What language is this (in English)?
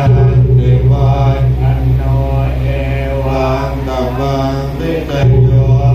Pali